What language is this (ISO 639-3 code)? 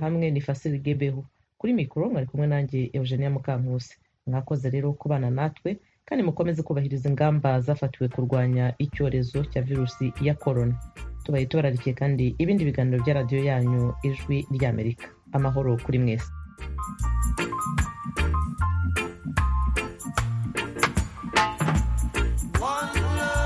kin